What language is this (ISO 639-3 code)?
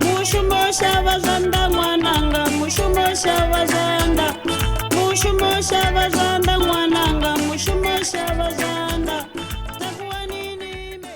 ven